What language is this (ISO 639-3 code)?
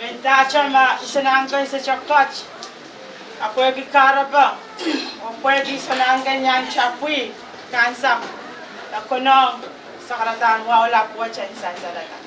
pon